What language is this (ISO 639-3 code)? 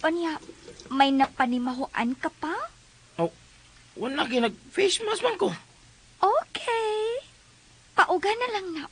ceb